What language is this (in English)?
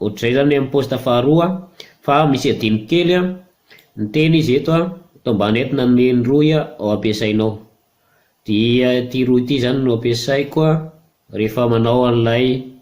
Malagasy